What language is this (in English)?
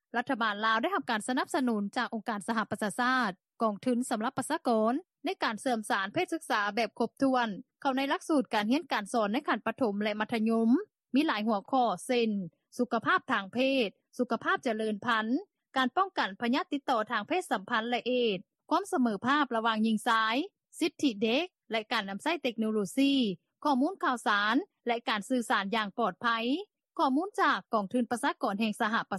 Lao